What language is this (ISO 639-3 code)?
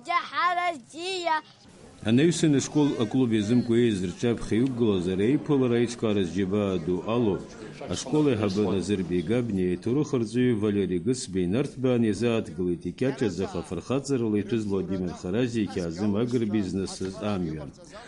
abk